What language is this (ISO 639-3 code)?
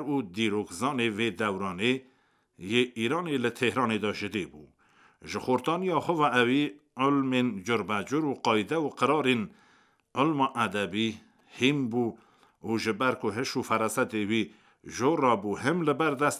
kur